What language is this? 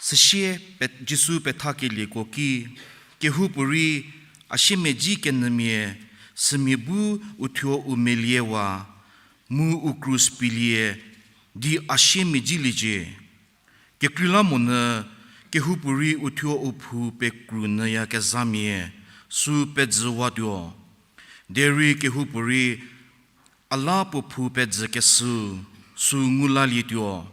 Angami Naga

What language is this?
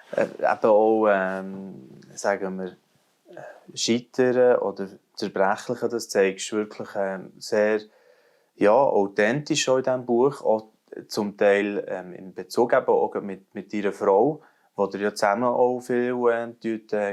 Swiss German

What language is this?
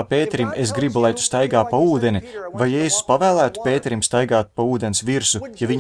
Latvian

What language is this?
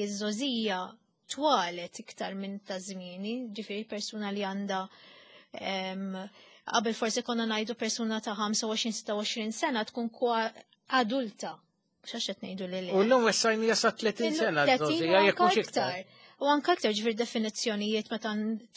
Maltese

